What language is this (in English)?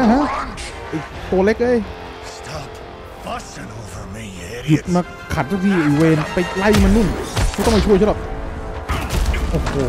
Thai